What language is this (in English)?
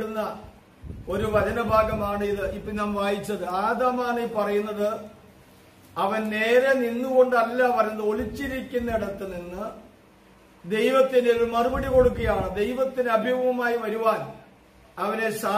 Malayalam